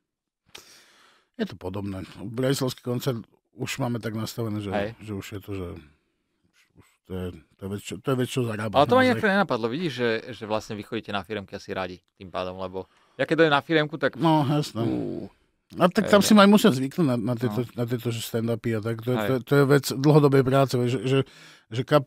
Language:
Slovak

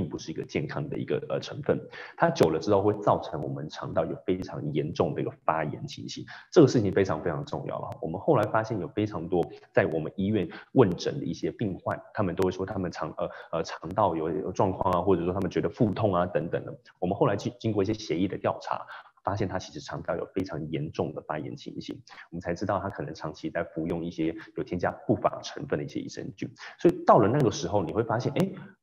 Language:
Chinese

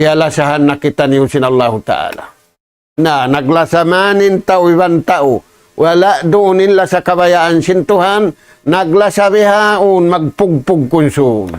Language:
Tausug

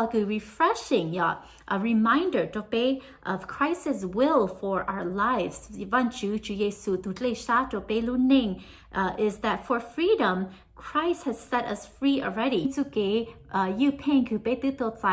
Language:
Hmong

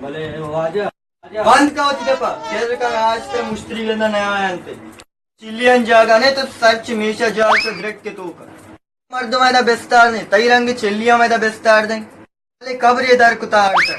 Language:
Baluchi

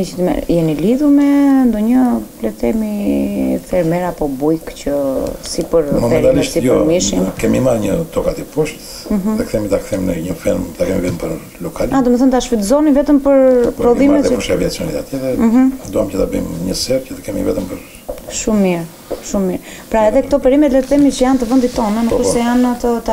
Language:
Albanian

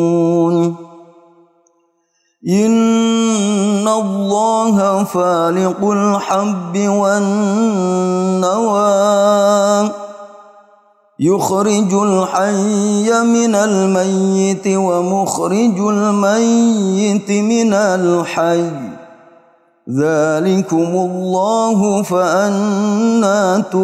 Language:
Arabic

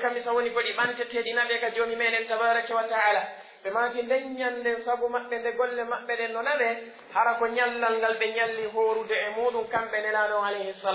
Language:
Pular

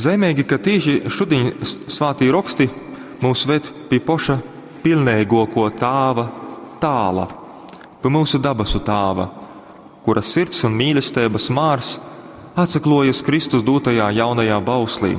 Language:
Latgalian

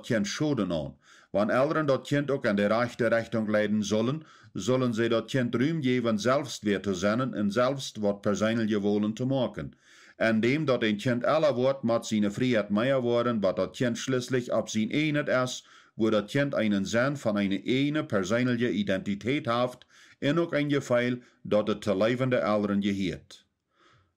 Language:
Plautdietsch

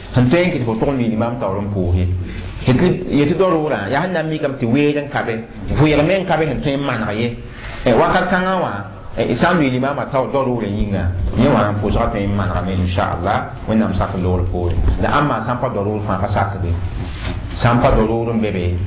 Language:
Mossi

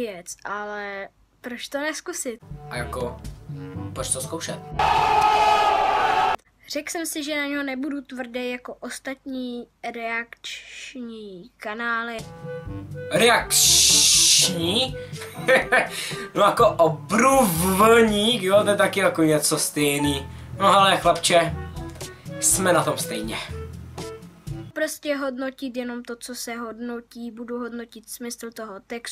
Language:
Czech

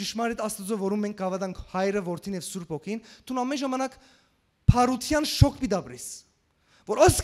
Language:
Western Armenian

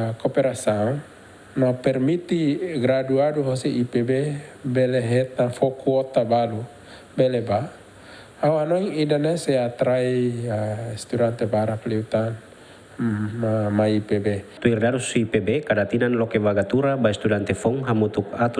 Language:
Tetum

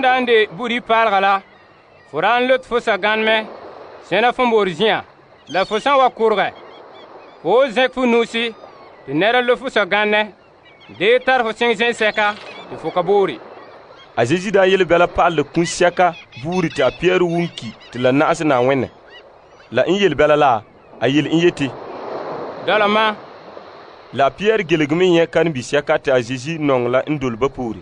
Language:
Frafra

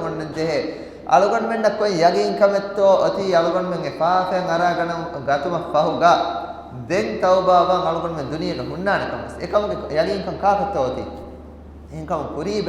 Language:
Divehi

